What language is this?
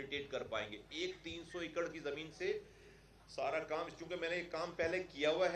Urdu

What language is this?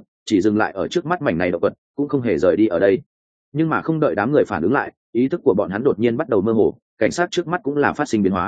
Vietnamese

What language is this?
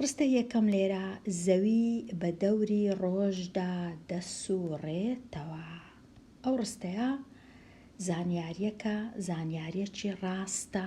Central Kurdish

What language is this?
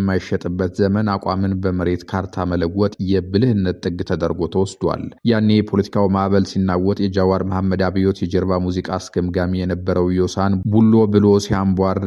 Amharic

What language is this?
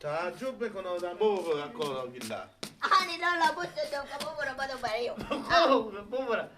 Persian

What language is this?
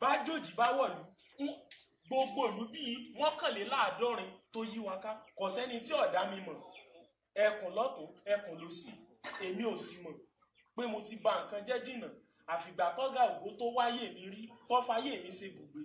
Yoruba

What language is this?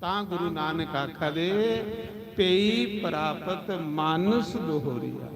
Dogri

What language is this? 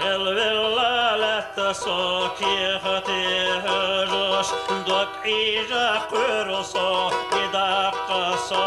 Chechen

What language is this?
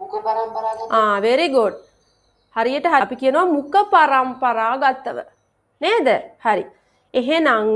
Sinhala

